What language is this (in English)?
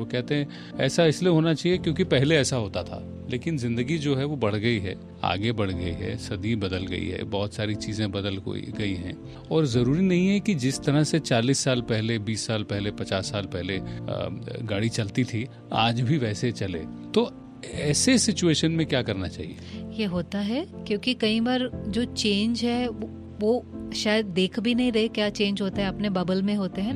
Hindi